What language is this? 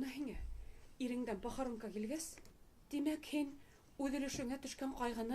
Bashkir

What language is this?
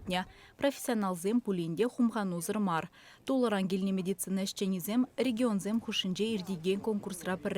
Chuvash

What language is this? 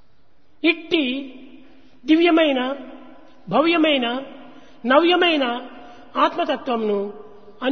Telugu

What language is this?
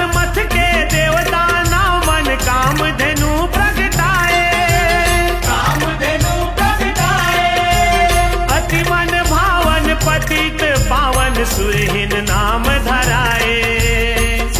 Chhattisgarhi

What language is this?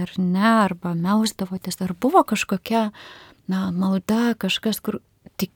Lithuanian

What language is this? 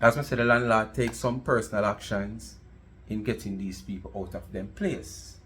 Jamaican Creole English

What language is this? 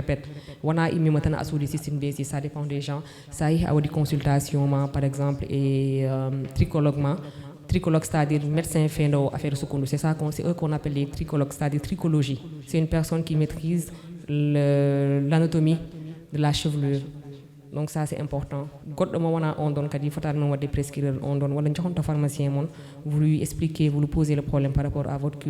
Fula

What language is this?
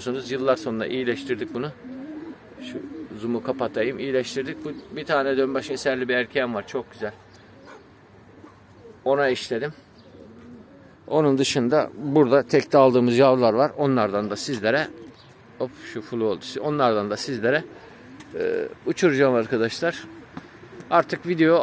Turkish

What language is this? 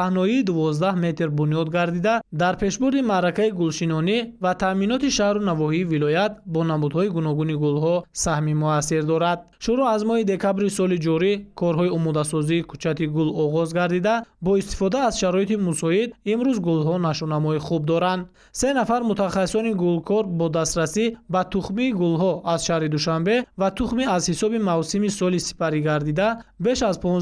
Tajik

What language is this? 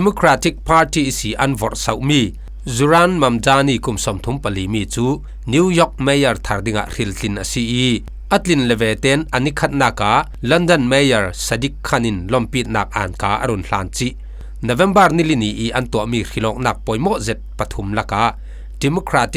Falam Chin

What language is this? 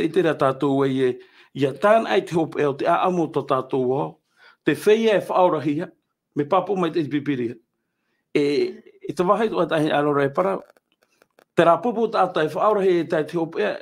Tahitian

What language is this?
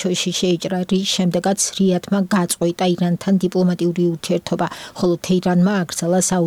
Georgian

